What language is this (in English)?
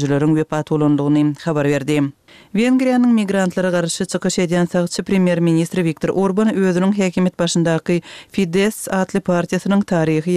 Turkmen